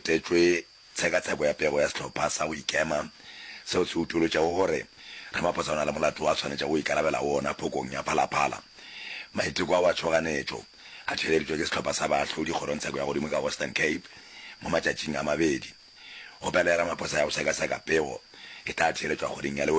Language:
Northern Sotho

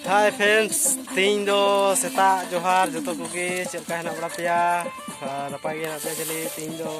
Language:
Santali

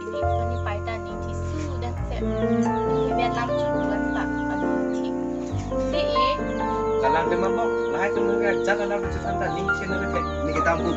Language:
Karbi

